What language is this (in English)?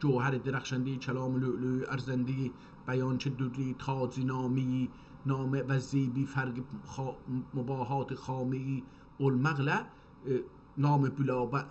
South Azerbaijani